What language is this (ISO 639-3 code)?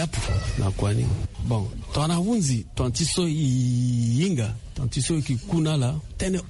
sag